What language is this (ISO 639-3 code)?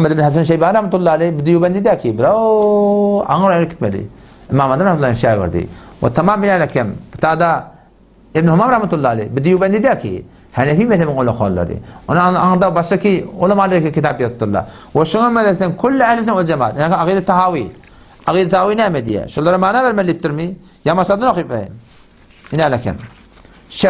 tuk